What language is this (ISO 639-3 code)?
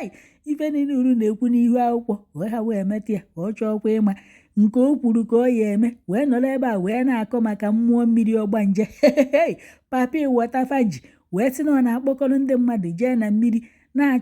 ibo